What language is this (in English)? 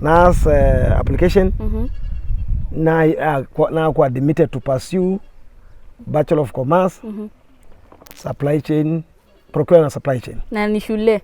Masai